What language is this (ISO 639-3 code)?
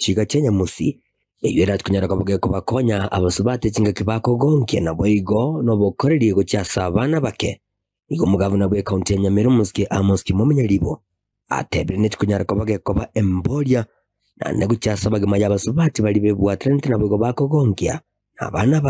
guz